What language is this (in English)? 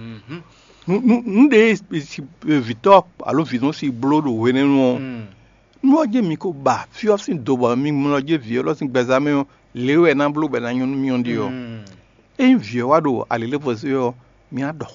Fon